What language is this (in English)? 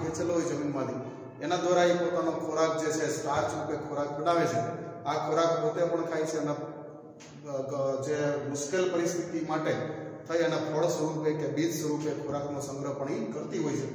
Gujarati